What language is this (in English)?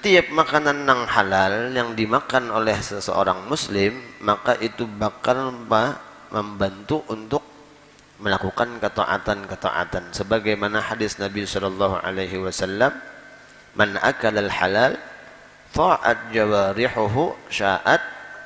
Banjar